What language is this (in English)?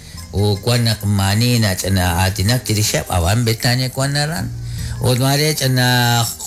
Kekchí